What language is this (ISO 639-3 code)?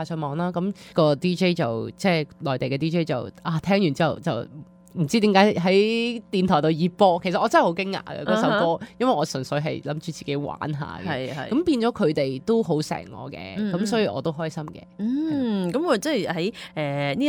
yue